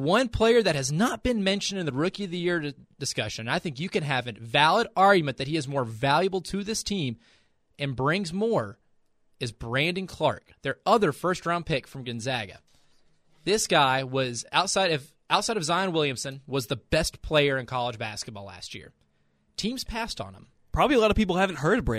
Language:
English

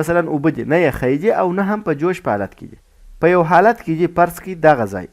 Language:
Pashto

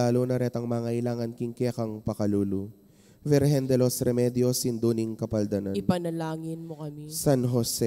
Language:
Pampanga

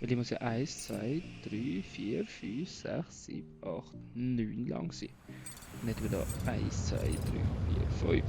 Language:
Swiss German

